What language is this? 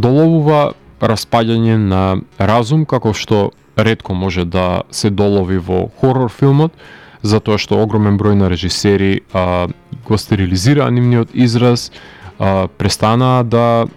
Macedonian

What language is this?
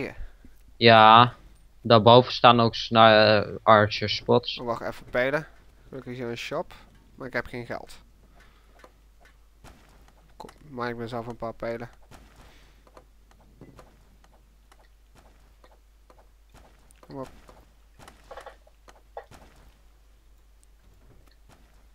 Dutch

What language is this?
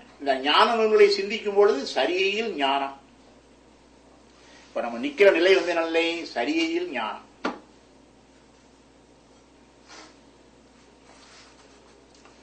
Tamil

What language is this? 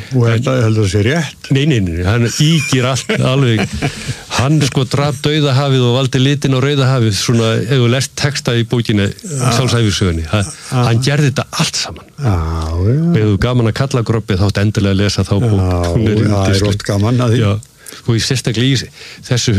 Icelandic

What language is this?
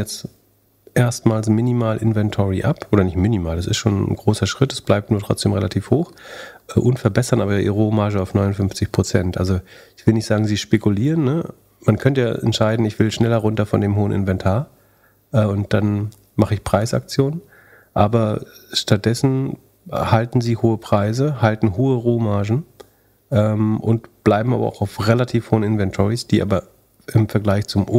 German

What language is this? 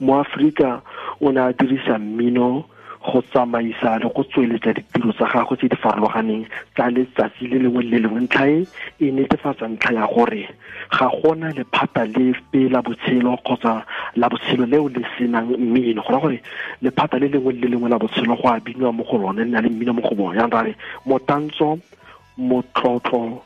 Tswana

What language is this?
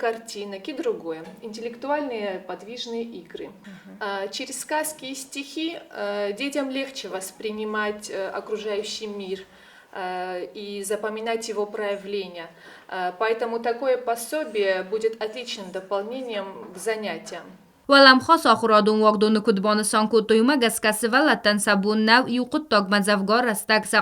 Ossetic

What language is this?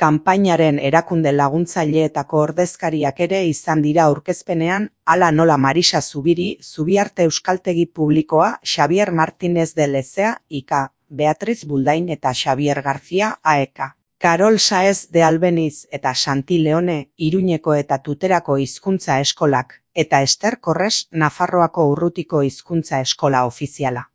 Basque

